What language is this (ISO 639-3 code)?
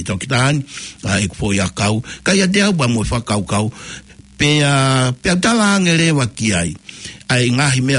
ton